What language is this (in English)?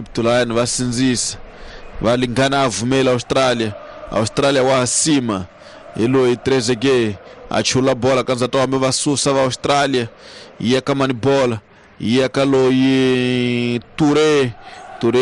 Tsonga